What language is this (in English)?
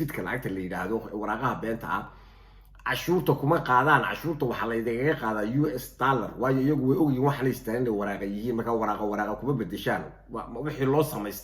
Somali